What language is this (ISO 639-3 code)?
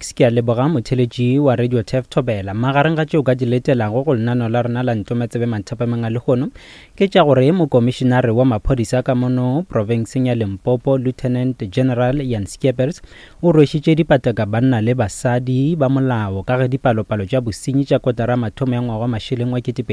nso